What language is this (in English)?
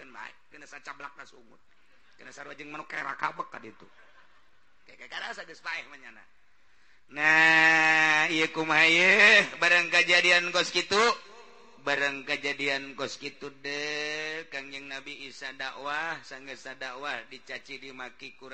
Sundanese